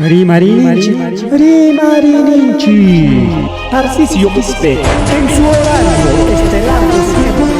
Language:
Ayacucho Quechua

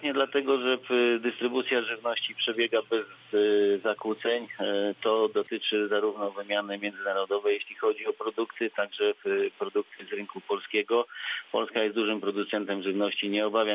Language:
Polish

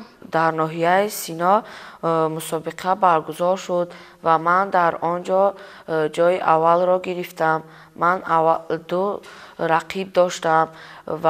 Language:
Tajik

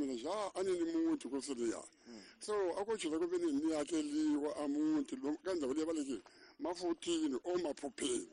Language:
Tsonga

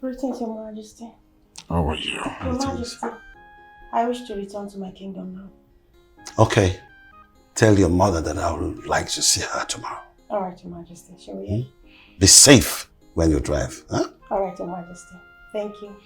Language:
Nigerian Pidgin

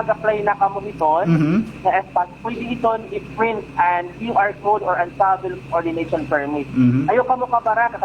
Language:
Waray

